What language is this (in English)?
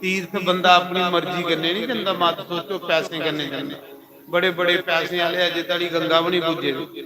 Dogri